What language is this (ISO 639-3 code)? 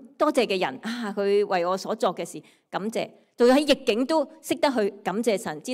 yue